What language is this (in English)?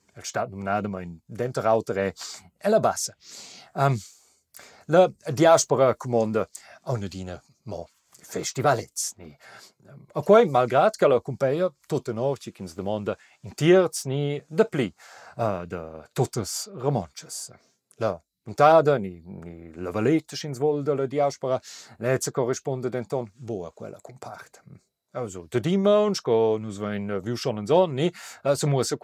Romansh